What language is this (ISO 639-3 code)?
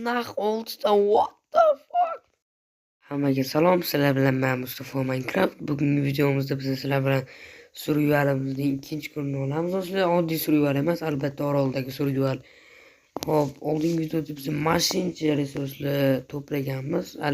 uzb